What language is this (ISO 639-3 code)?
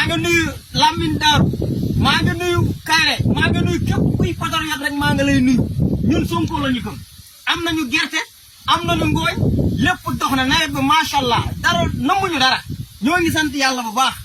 wol